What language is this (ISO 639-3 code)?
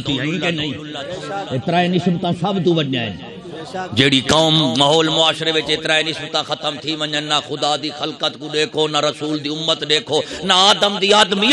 skr